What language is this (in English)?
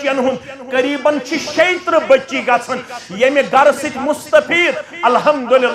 Kashmiri